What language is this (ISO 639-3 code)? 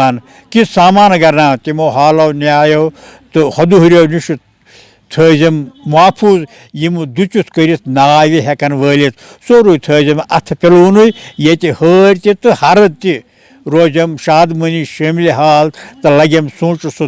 kas